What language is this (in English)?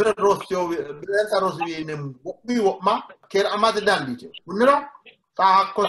Sidamo